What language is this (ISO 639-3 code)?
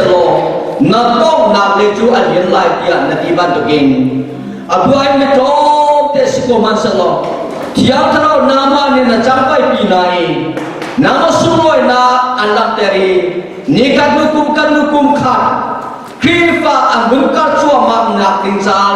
cfm